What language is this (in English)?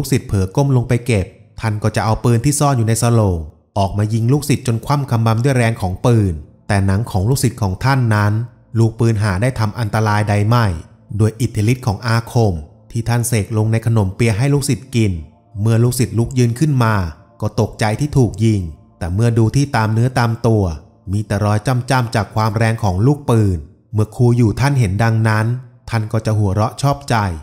Thai